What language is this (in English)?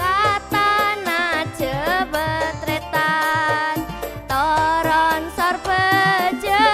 Madurese